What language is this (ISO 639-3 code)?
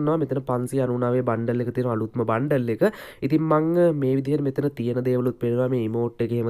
sin